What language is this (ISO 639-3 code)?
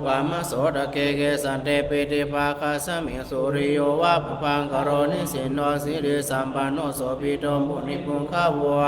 pli